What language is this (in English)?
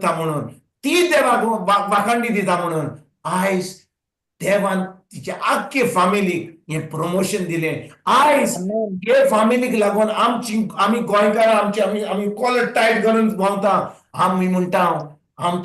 Konkani